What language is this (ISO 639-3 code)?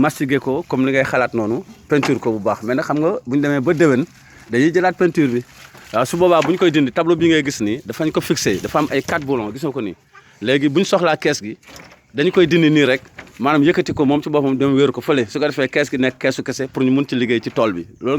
wol